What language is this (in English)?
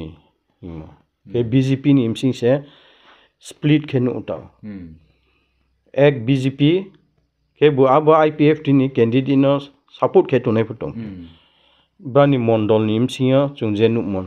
Riang (India)